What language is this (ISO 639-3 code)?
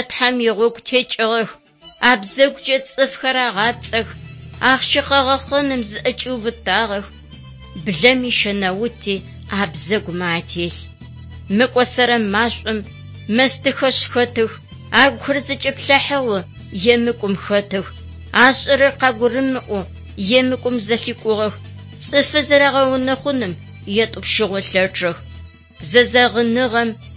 ady